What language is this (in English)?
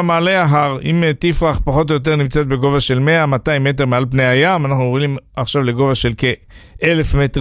Hebrew